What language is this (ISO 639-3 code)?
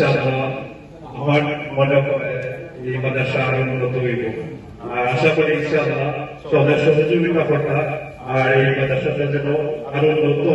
syl